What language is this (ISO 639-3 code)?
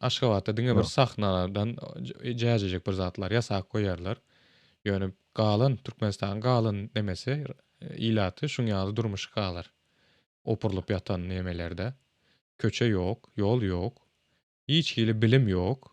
tuk